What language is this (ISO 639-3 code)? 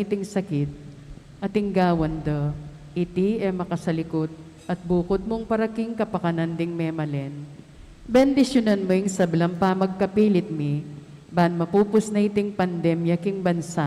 pam